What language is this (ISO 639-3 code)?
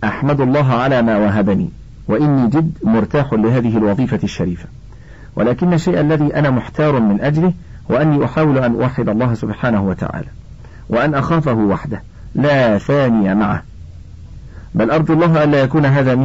ara